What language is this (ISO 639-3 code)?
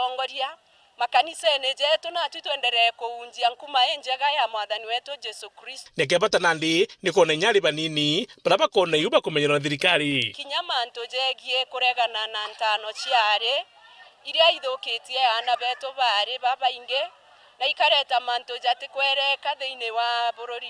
mer